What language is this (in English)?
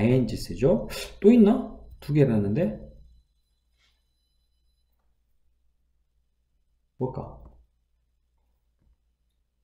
Korean